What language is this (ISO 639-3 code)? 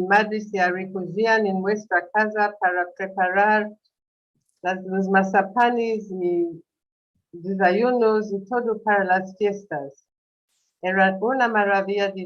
lad